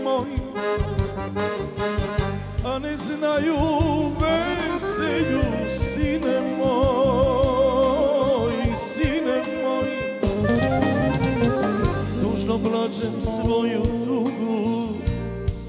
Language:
Serbian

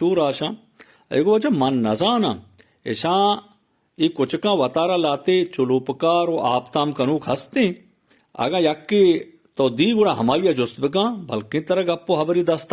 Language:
Eastern Balochi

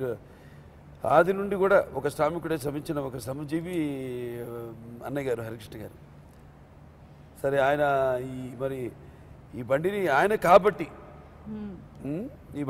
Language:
Telugu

